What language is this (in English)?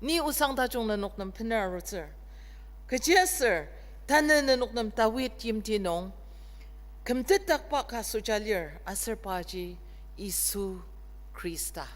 Ao Naga